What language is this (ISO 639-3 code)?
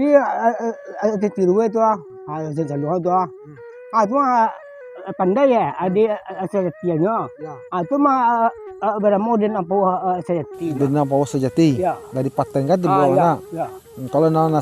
min